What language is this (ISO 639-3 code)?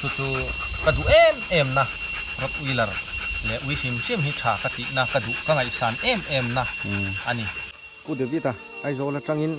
lus